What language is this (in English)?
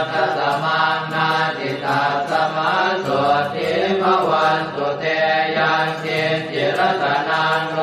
Pali